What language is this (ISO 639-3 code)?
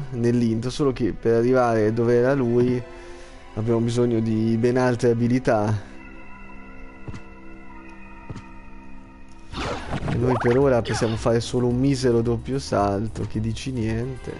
ita